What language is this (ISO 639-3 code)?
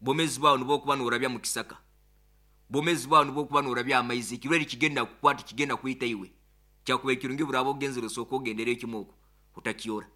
nyo